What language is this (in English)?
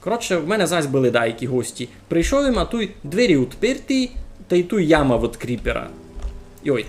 Rusyn